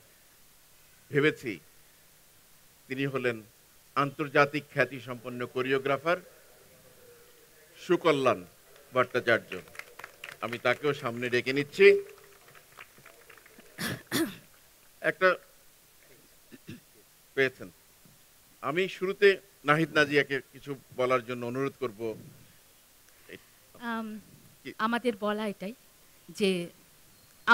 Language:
Bangla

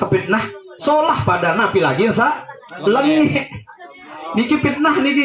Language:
Sasak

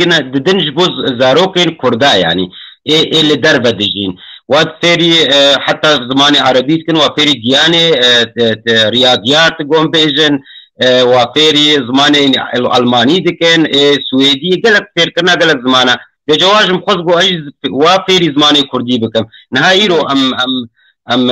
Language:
Kurdish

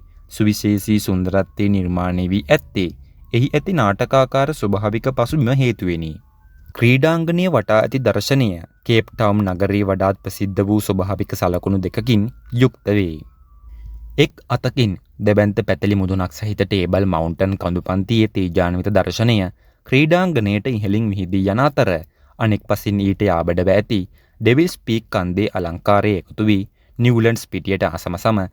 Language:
Sinhala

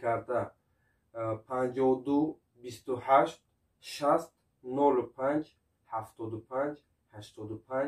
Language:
Tajik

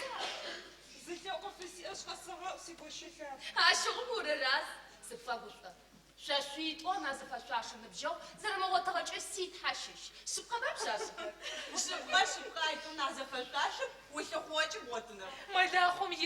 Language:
Adyghe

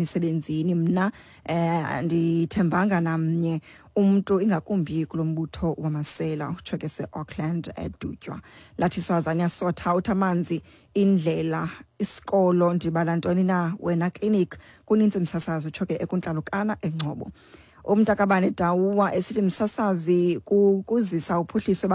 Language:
Xhosa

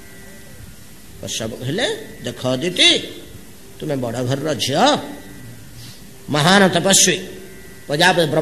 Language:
Odia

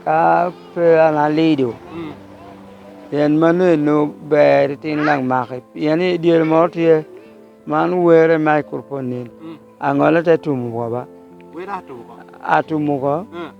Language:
Lango (Uganda)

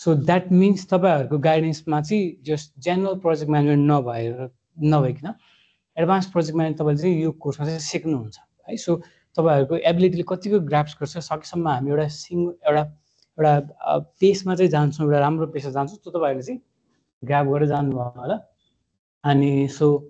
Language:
Nepali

